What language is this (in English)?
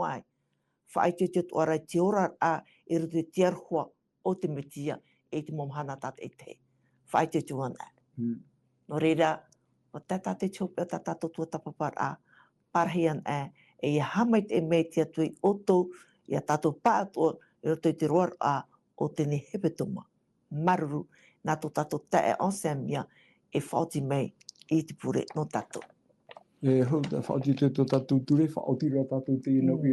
Tahitian